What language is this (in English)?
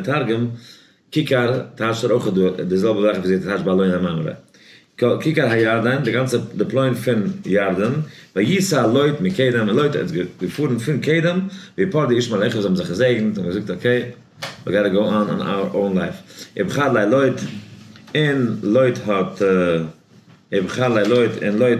Yiddish